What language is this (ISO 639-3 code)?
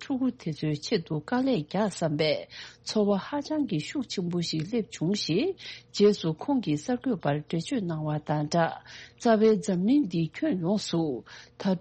bod